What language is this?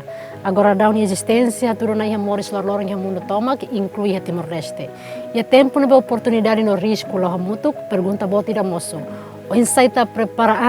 Tetum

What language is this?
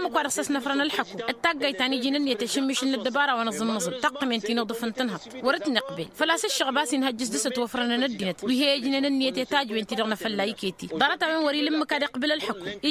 Tamasheq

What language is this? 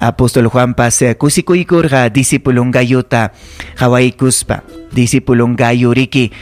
Ayacucho Quechua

